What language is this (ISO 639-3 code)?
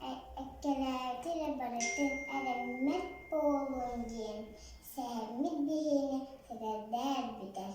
sah